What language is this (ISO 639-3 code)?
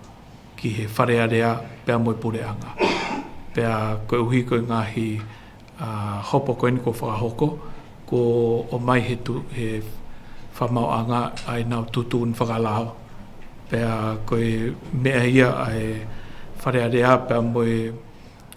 ton